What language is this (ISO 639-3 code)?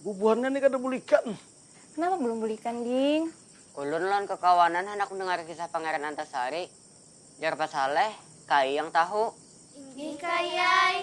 bjn